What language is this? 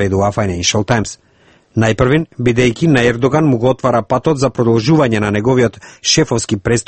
Macedonian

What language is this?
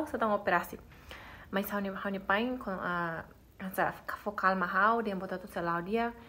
Tetum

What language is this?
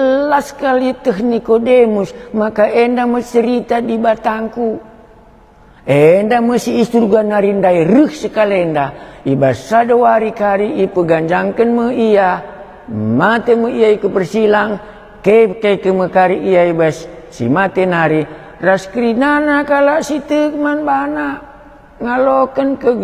Batak Karo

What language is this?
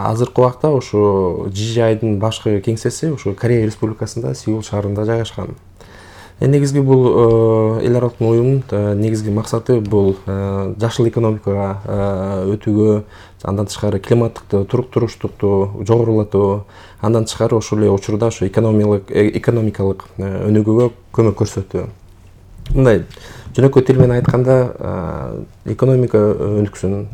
Kyrgyz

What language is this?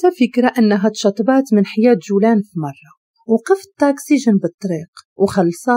Moroccan Arabic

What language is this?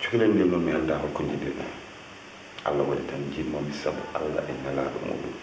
Fula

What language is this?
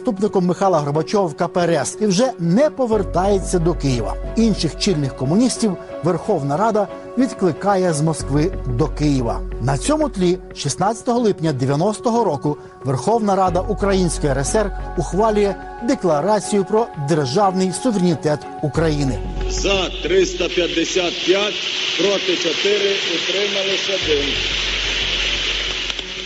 Ukrainian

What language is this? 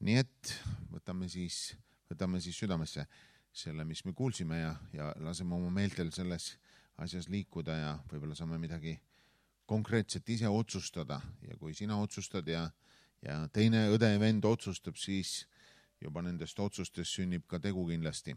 Estonian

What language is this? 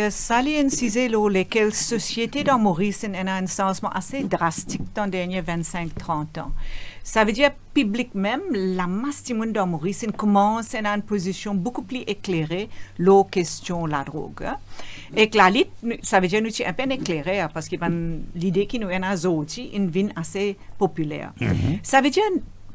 Morisyen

